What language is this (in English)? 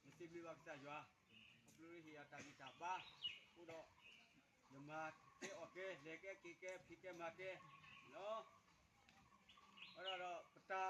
S'gaw Karen